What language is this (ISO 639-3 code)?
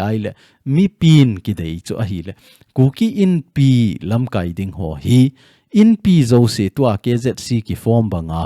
tcz